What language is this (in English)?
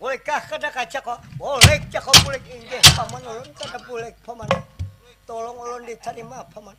Banjar